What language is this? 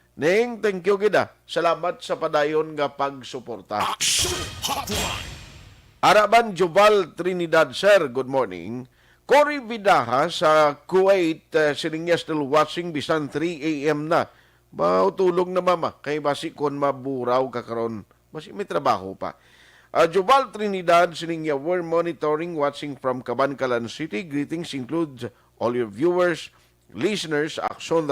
Hiligaynon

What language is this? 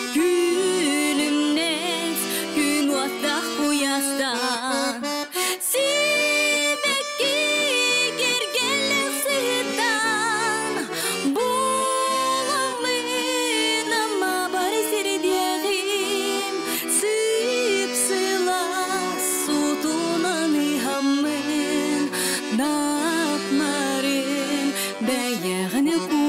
Yakut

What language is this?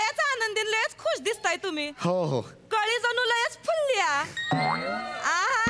Marathi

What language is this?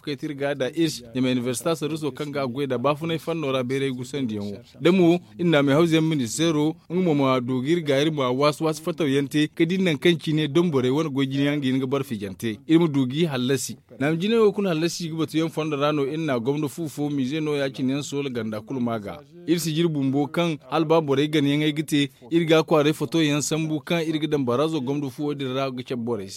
Zarma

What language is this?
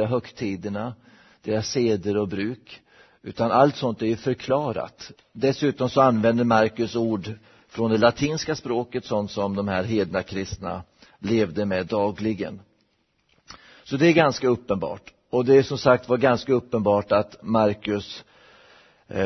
Swedish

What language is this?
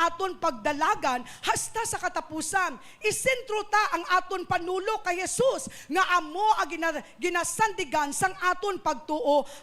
Hiligaynon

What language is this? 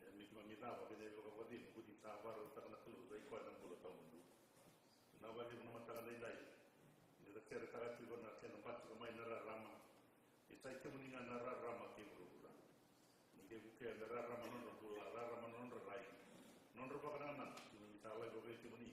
Fijian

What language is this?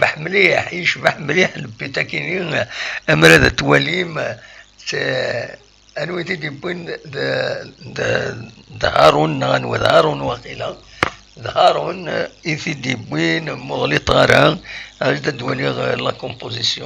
Kabyle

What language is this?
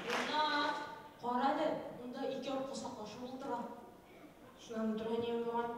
Bashkir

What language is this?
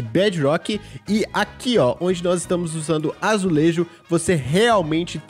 Portuguese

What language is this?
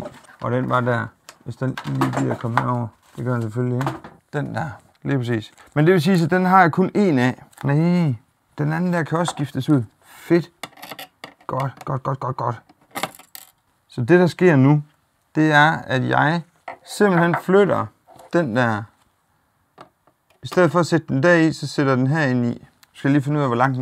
Danish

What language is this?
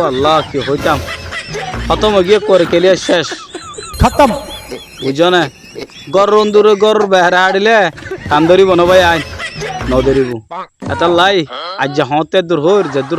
Rohingya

